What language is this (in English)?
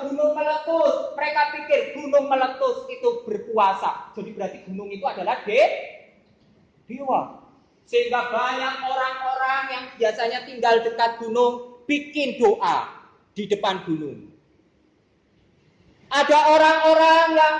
Indonesian